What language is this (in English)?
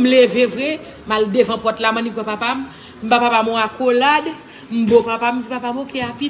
Haitian Creole